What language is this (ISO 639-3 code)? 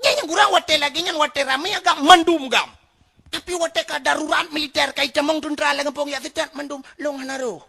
ace